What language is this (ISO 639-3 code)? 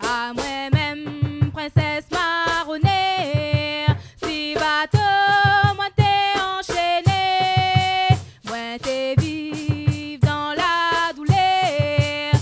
rcf